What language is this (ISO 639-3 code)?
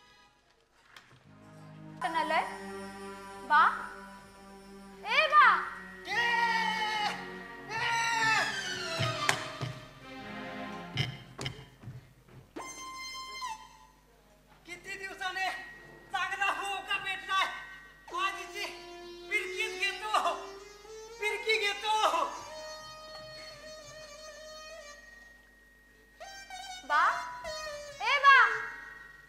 mar